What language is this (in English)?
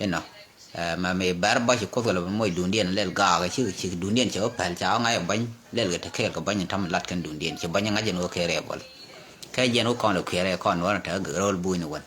Nuer